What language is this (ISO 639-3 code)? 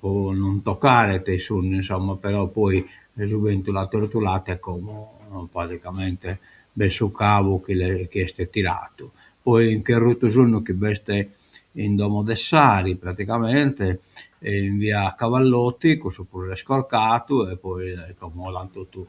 srd